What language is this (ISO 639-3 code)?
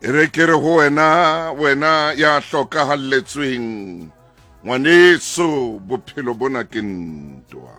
sot